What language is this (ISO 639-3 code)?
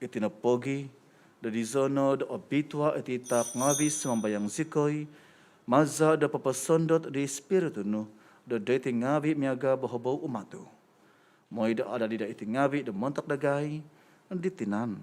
dtp